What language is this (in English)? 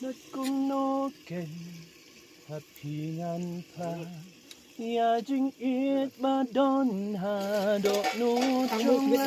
Khasi